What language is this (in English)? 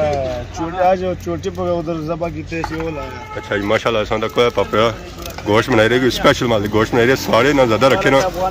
Pahari-Potwari